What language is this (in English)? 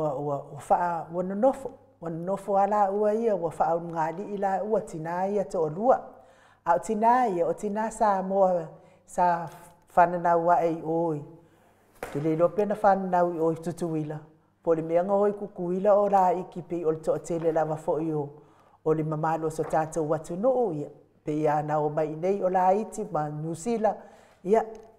Samoan